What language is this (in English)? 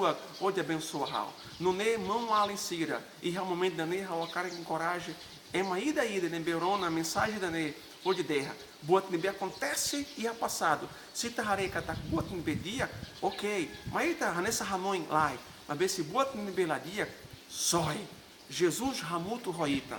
Tetum